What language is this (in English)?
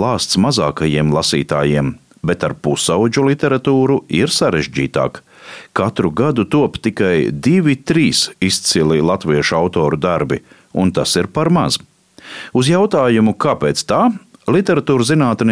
Latvian